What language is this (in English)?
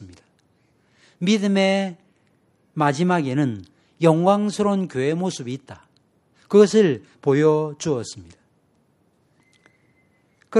Korean